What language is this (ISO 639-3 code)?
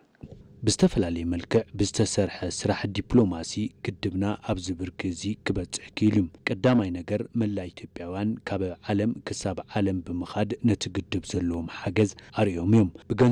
tir